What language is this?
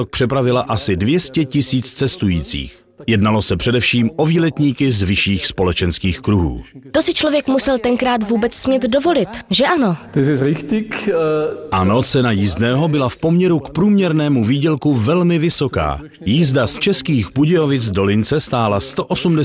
Czech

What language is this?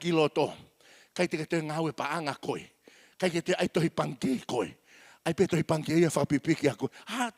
Tongan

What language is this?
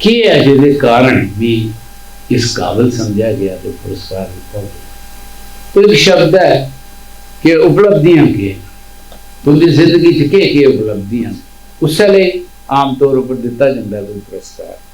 Dogri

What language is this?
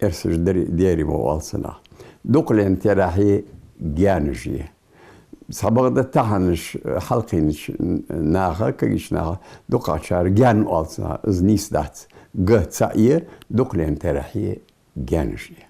Ingush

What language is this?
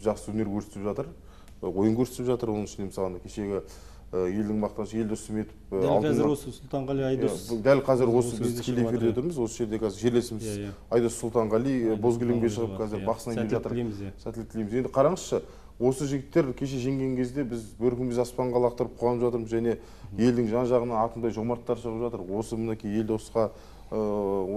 Kazakh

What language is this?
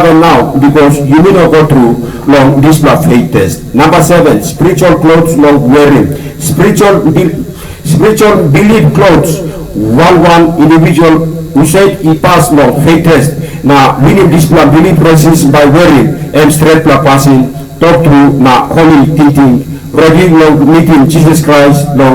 Tok Pisin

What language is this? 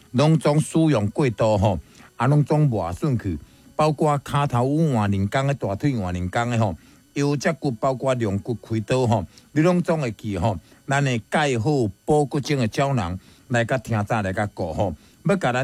Min Nan Chinese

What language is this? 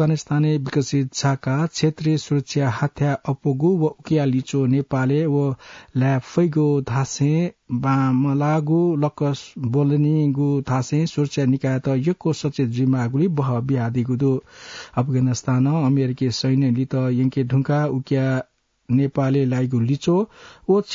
Newari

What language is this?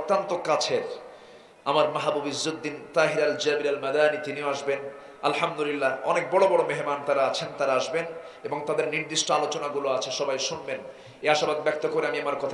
Bangla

